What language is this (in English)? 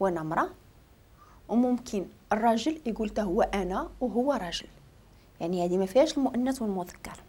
Moroccan Arabic